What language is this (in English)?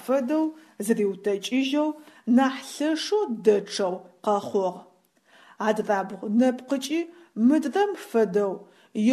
Adyghe